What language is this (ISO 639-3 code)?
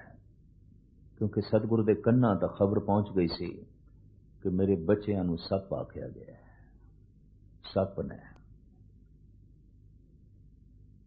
pan